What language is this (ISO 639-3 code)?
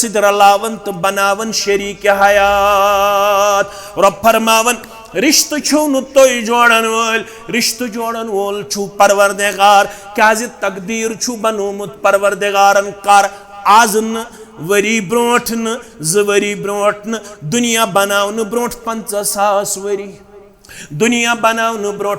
kas